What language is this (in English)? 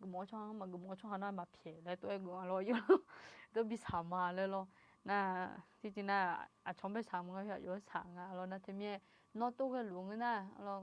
Akha